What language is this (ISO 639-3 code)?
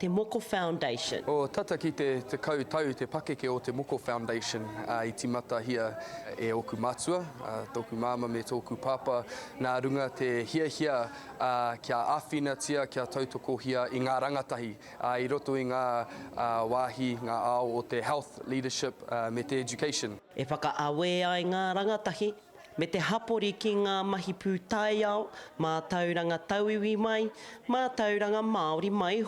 mri